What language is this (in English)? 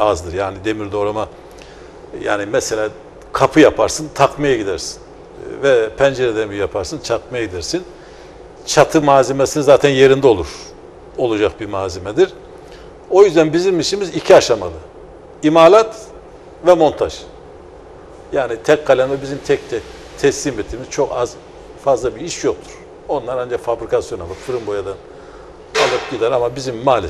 Turkish